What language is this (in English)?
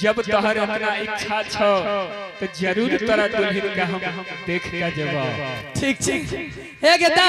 Angika